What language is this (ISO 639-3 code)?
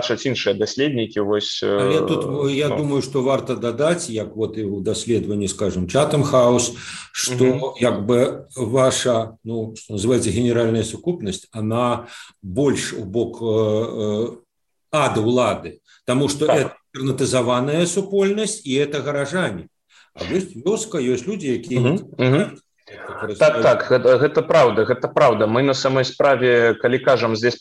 bel